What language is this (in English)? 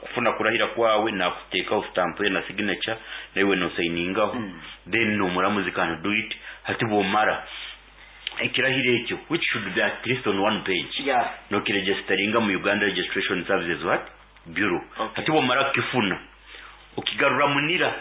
Nyankole